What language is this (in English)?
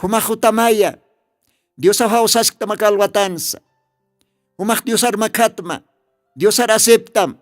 Aymara